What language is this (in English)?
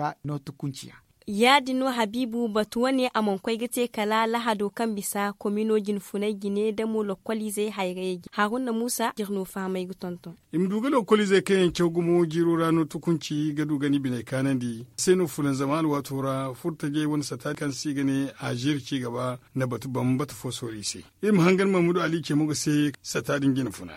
Zarma